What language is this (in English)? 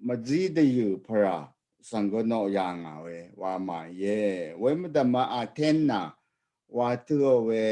Rawang